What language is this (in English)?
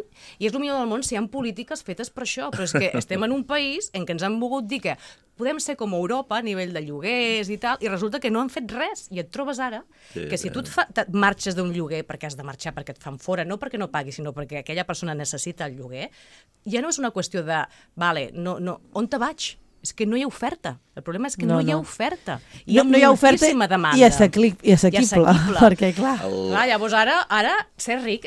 Catalan